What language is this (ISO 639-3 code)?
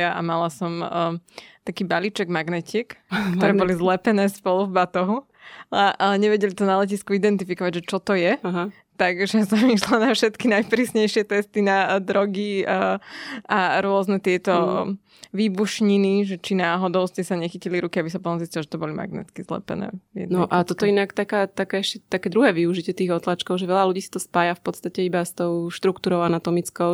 slk